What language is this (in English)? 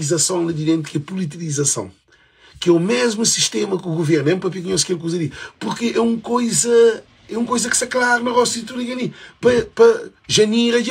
Kabuverdianu